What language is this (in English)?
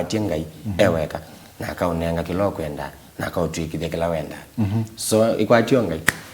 Kamba